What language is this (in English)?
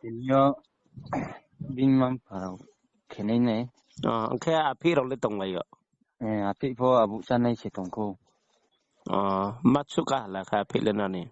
Riang (India)